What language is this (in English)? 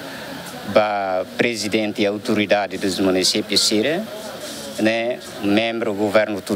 Tetum